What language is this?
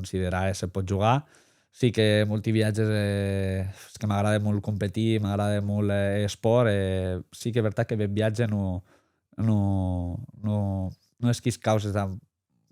Occitan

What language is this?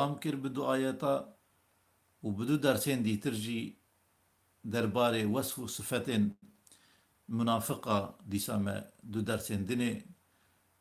Kurdish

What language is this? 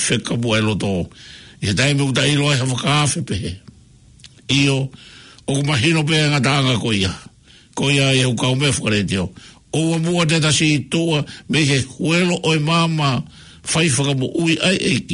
Tongan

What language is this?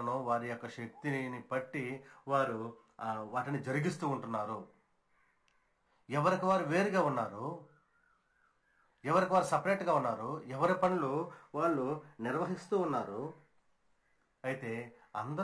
Telugu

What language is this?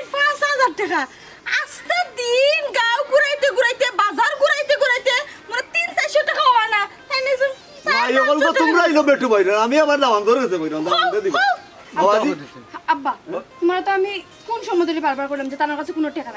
Sylheti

